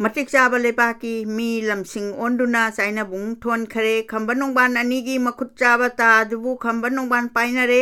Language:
Manipuri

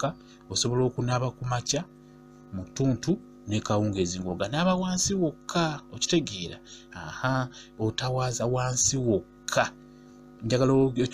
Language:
Ganda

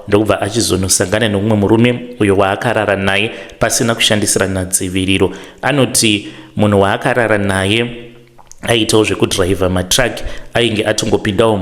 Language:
Shona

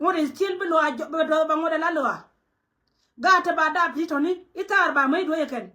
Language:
Nuer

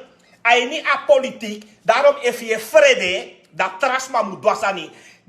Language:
Sranan Tongo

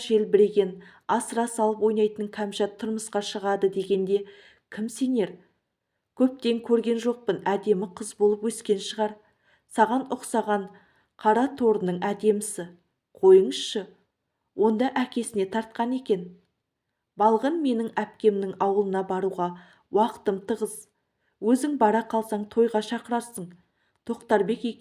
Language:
Kazakh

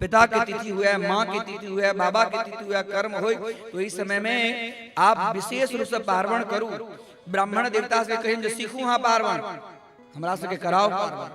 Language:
Maithili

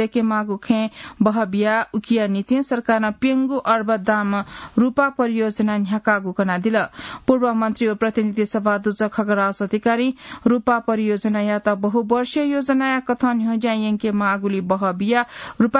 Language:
Newari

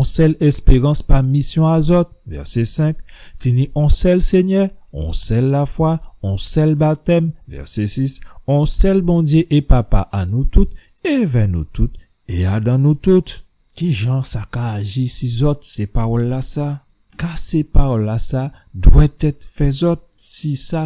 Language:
Guadeloupean Creole French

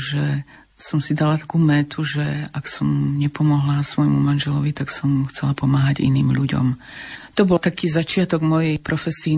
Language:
Slovak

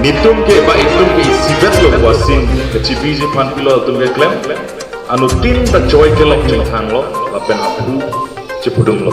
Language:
Karbi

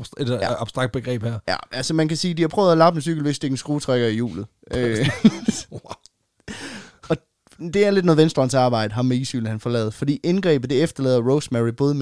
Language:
Danish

